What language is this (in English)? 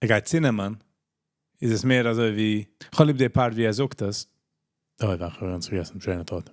Yiddish